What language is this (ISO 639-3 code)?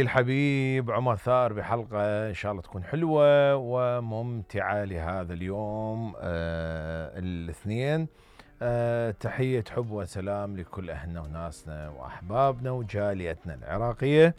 acm